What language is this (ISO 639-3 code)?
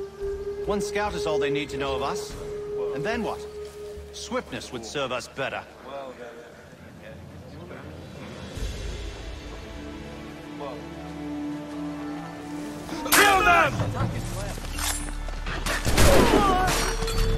eng